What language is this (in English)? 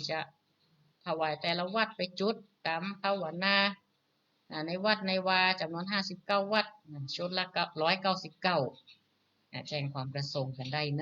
Northern Thai